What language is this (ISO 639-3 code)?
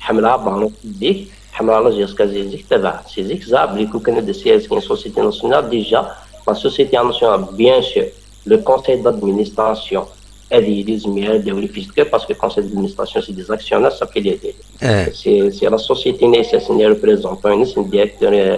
kab